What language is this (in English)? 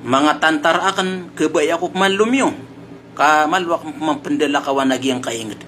Maranao